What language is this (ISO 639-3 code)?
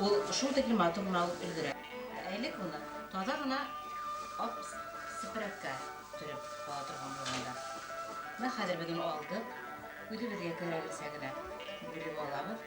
bak